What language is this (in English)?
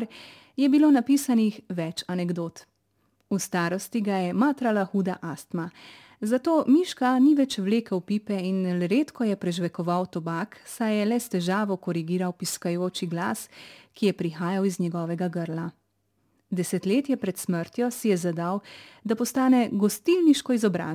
Slovenian